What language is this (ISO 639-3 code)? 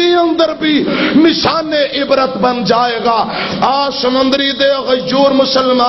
lah